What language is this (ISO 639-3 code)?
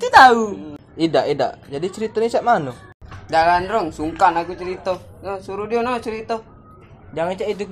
mui